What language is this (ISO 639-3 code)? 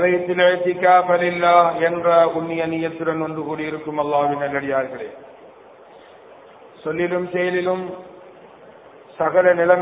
tam